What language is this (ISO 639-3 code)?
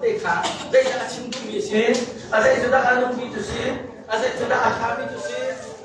cnh